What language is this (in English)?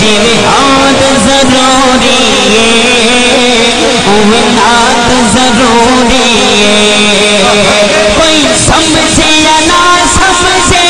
Saraiki